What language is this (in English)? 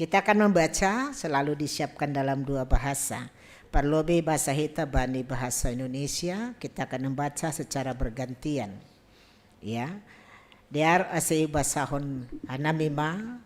Batak Simalungun